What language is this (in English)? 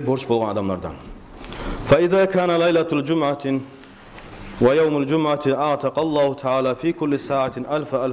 Kumyk